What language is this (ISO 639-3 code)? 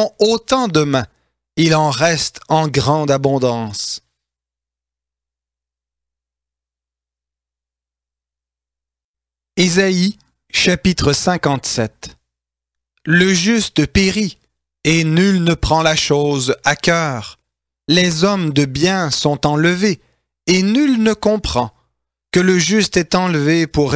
fra